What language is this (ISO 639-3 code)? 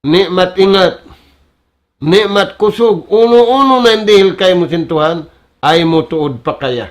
tsg